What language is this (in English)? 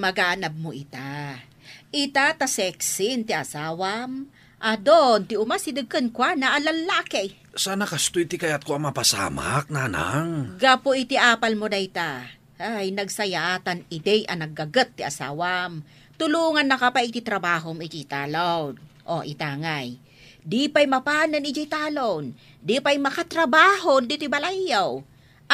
Iloko